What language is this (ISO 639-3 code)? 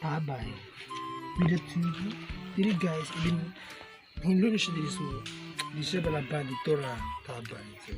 ceb